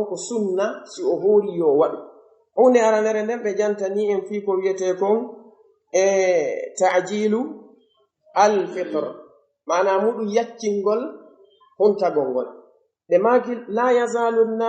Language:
Pular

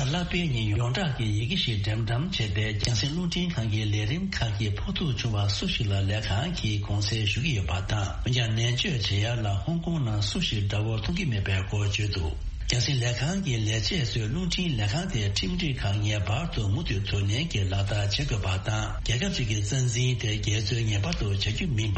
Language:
Tibetan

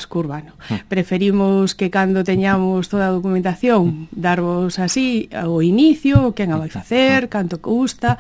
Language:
Galician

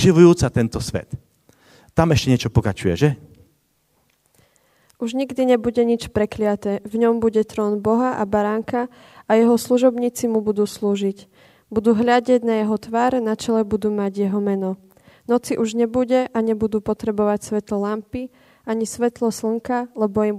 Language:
Slovak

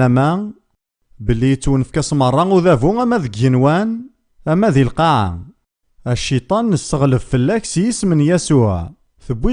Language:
Kabyle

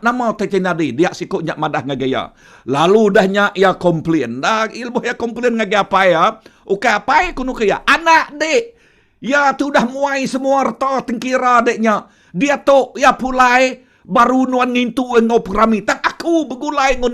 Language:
Iban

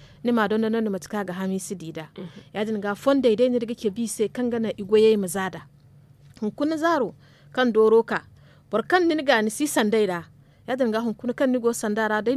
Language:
Zarma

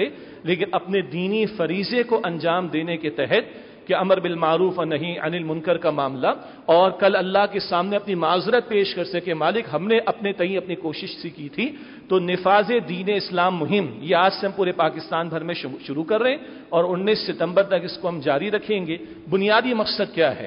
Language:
Urdu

